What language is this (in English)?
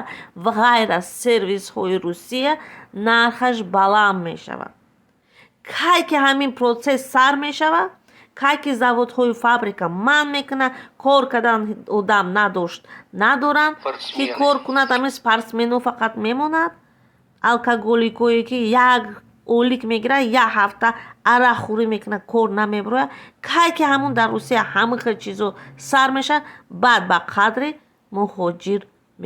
Tajik